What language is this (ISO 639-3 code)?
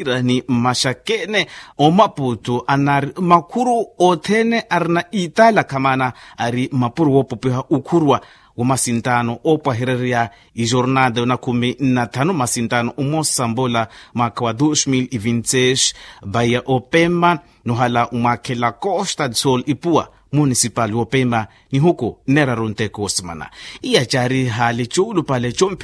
vmw